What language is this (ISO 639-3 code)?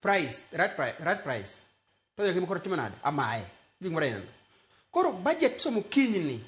luo